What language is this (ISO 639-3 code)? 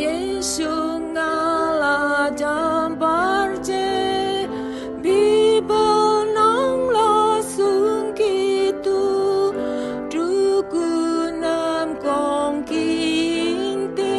bod